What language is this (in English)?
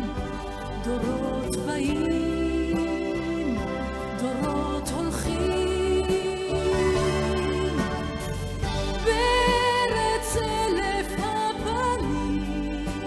Hebrew